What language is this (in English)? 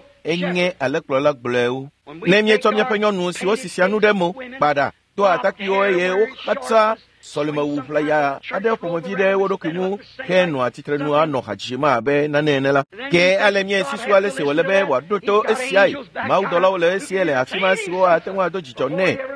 Ewe